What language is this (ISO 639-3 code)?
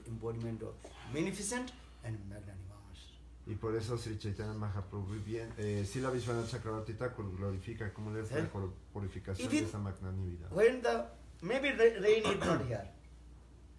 spa